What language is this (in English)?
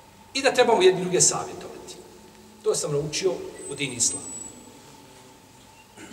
Bosnian